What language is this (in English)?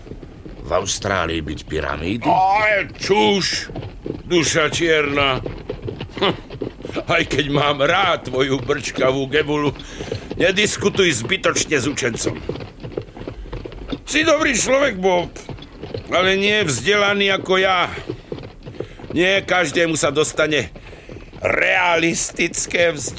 Slovak